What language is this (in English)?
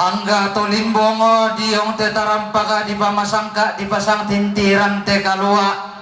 Toraja-Sa'dan